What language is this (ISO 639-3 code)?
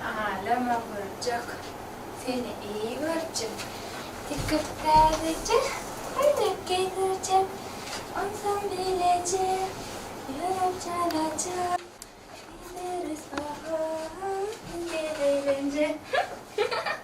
tuk